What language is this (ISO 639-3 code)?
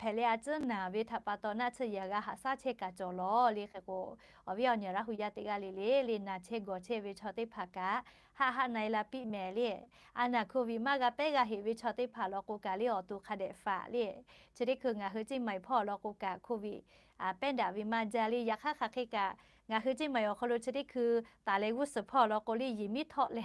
lhu